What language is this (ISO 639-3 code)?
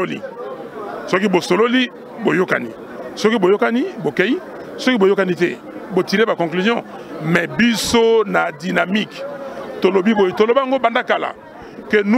lin